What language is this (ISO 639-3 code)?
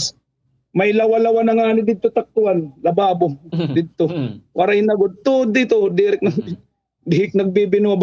war